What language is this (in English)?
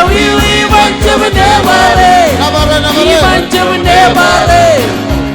Marshallese